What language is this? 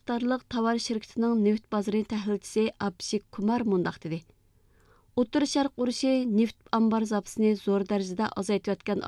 Uyghur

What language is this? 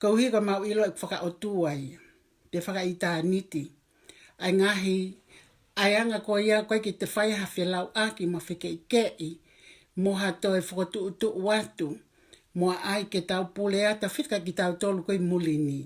Tongan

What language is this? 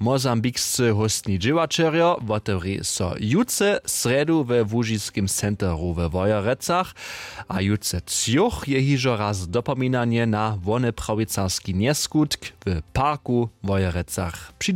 Upper Sorbian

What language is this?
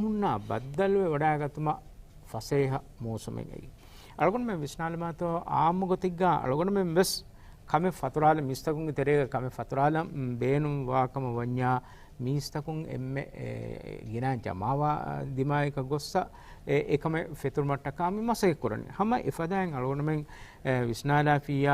Divehi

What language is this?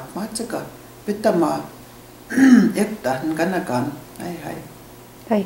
Cree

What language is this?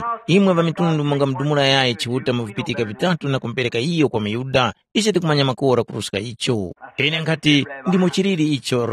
Tumbuka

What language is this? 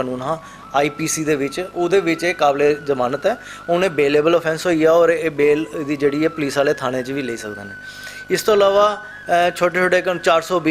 Dogri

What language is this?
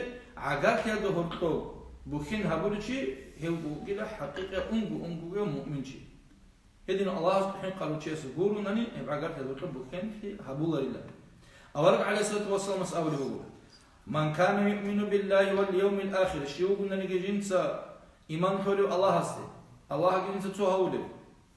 Avaric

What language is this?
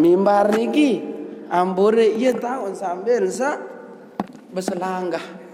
Sasak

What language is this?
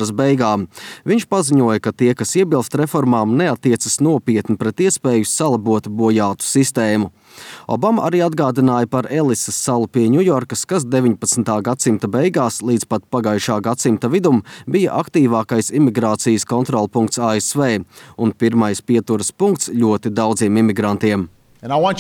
Latvian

